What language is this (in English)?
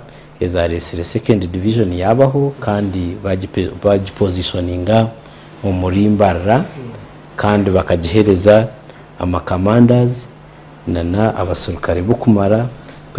Nyankole